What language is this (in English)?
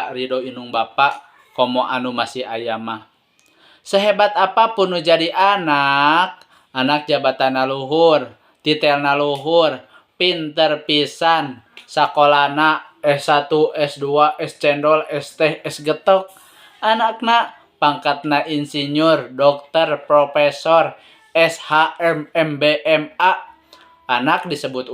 Sundanese